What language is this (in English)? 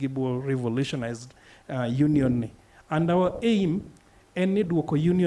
Luo (Kenya and Tanzania)